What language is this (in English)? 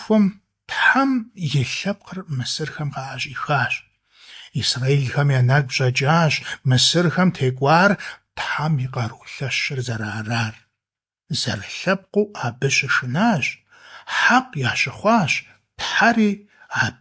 Kabardian